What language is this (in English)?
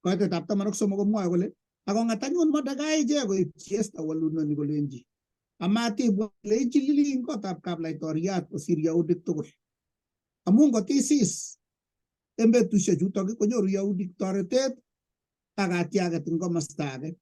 Kalenjin